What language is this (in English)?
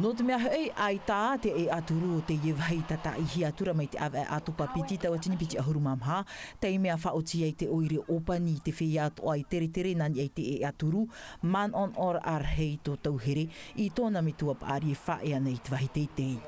Tahitian